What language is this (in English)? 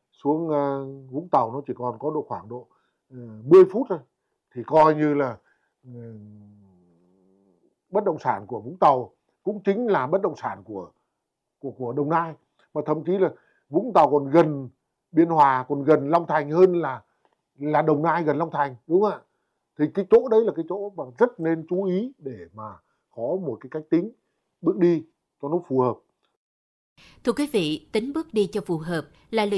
Vietnamese